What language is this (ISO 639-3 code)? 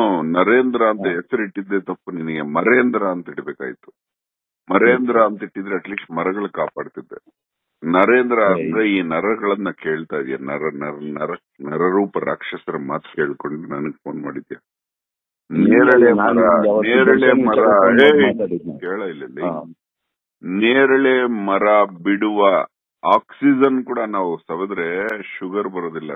kan